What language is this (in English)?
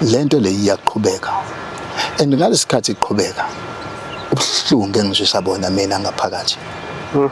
Zulu